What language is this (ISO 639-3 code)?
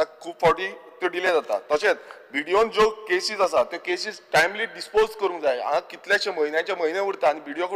kok